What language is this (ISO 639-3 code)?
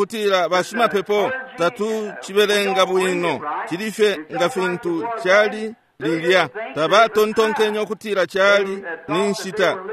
bem